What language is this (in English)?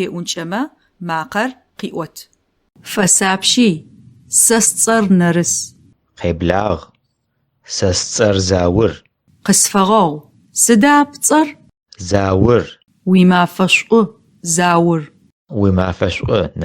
Adyghe